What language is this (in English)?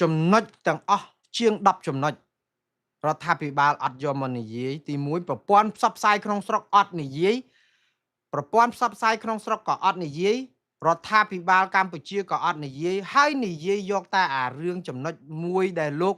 Khmer